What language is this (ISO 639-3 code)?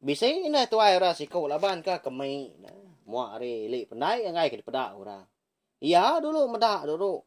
iba